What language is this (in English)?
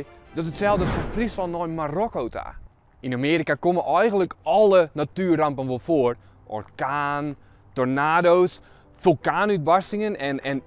Western Frisian